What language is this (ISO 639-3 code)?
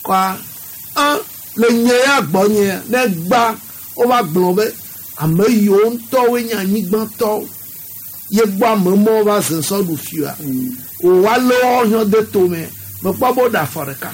gej